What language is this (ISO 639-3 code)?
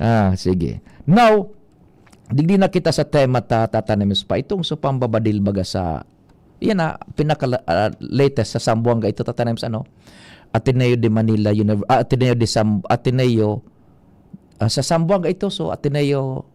bik